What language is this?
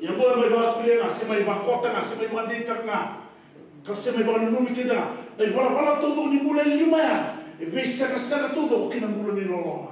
Fijian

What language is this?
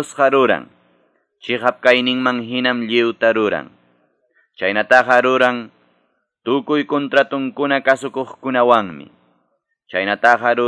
Quechua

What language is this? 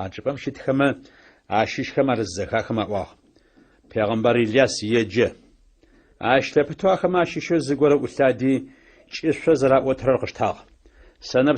Adyghe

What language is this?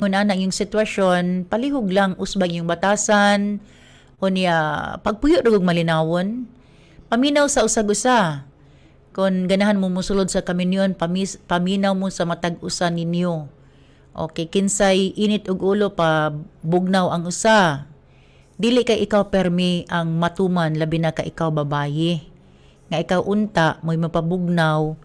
Cebuano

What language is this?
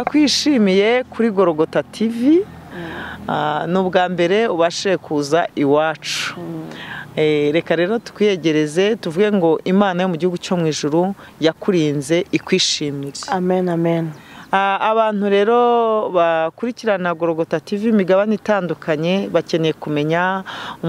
Kinyarwanda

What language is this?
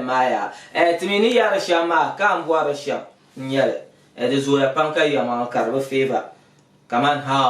Dagbani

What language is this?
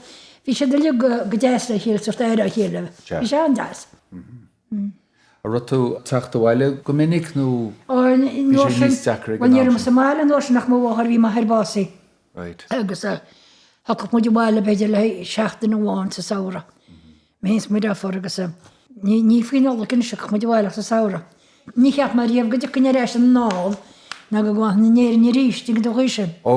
Irish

